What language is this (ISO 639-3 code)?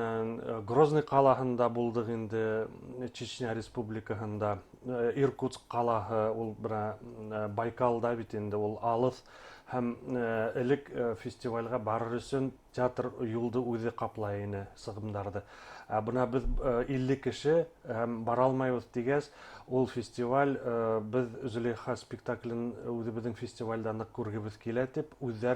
bak